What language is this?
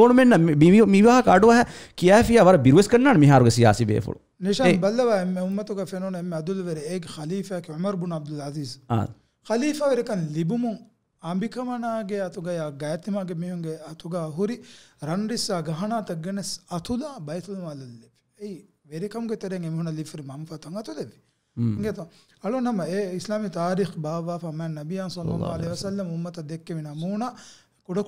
Divehi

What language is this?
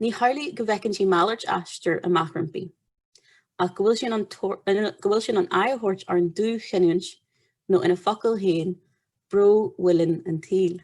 Irish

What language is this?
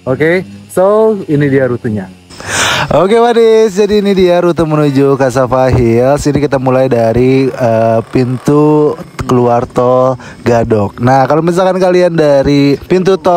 Indonesian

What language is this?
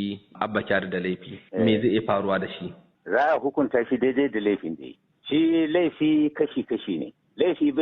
Hausa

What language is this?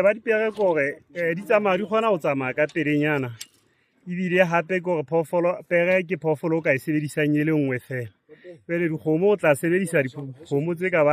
Southern Sotho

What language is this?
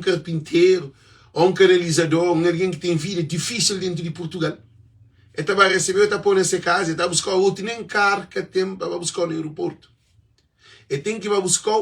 Kabuverdianu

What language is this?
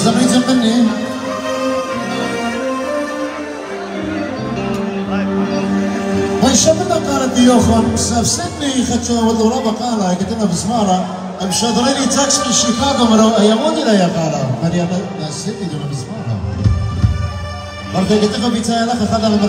Assyrian Neo-Aramaic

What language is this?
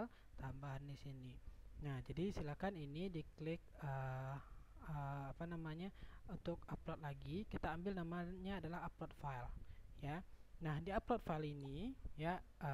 Indonesian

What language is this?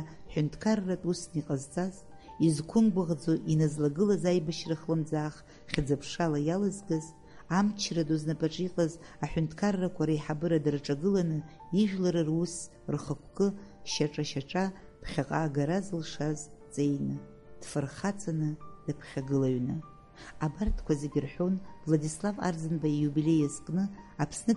Abkhazian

